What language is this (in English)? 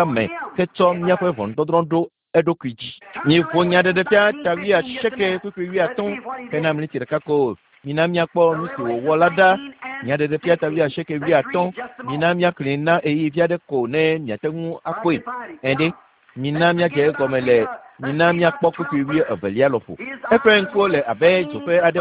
Ewe